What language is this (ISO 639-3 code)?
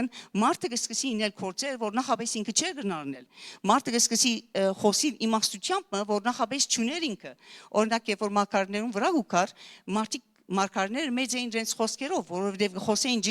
hyw